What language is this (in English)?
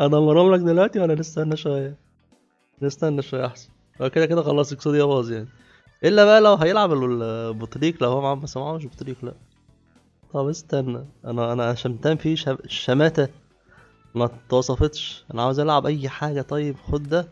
Egyptian Arabic